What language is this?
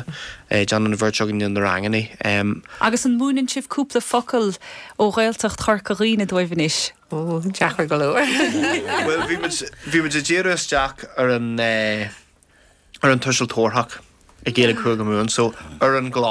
Irish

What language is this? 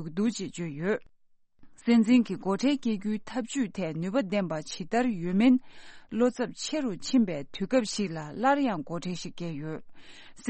Tibetan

